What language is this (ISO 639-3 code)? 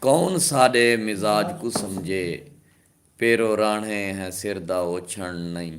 skr